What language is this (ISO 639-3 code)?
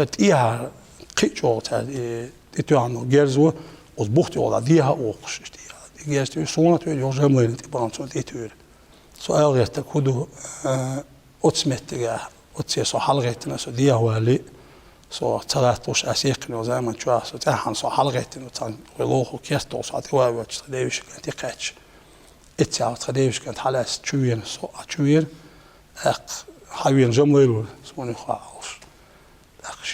che